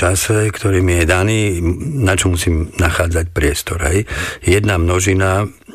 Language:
Slovak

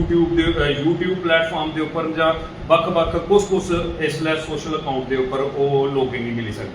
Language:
Dogri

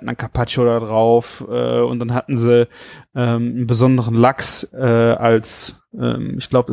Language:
German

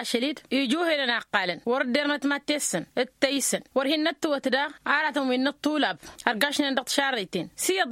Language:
Tamasheq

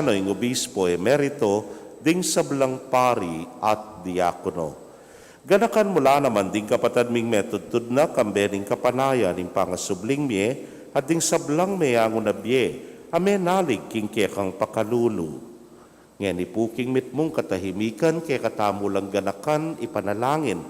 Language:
Pampanga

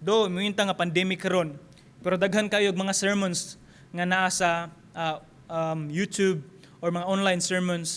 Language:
Cebuano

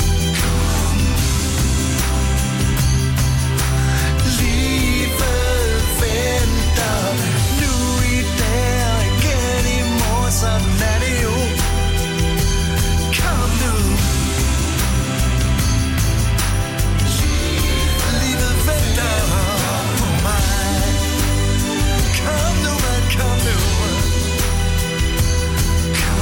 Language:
Danish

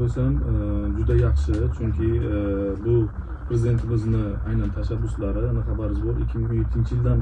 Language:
Uzbek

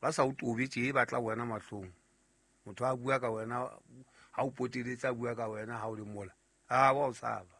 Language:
Southern Sotho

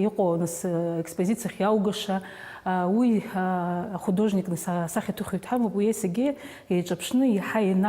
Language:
Abkhazian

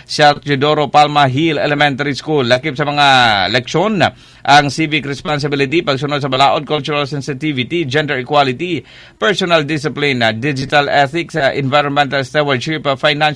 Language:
Cebuano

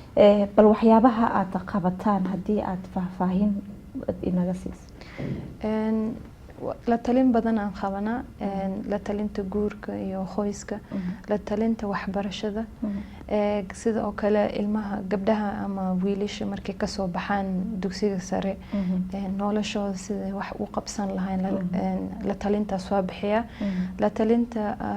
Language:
Somali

